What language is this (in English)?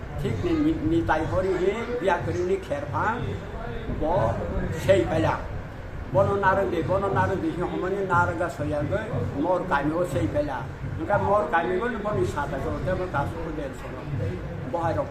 Kok Borok